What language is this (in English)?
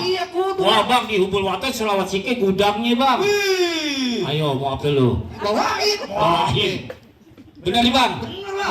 Betawi